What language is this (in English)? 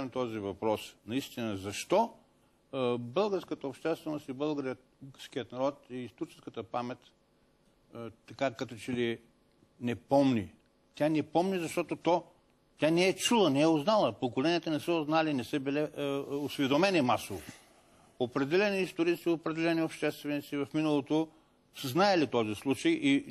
Bulgarian